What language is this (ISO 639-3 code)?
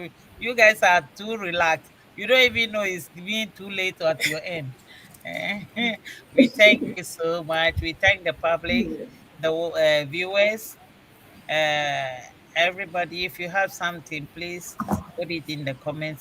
ewe